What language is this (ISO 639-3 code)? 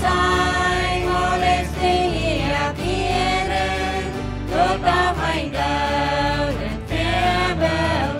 pdt